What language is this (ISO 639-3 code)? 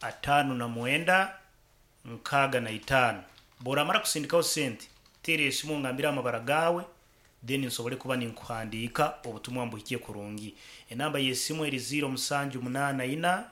nyn